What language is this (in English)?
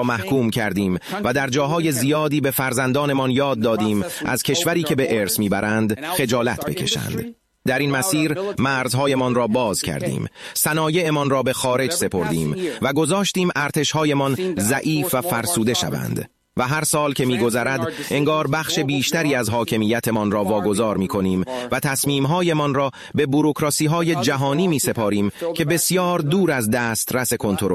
Persian